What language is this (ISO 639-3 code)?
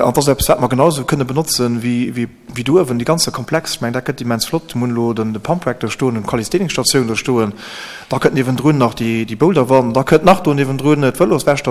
ltz